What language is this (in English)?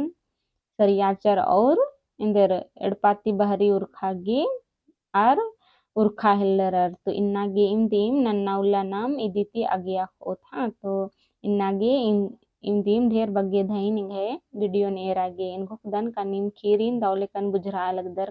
Kurukh